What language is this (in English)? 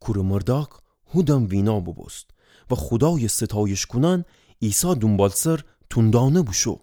Gilaki